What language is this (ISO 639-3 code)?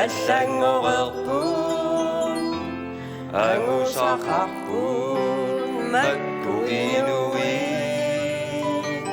kal